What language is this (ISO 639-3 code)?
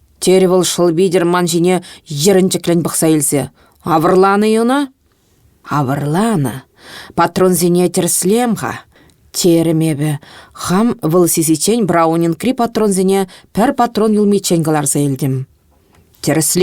chv